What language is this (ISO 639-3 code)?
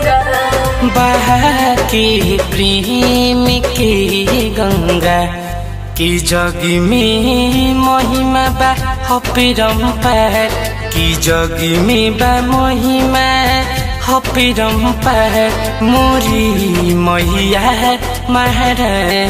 bho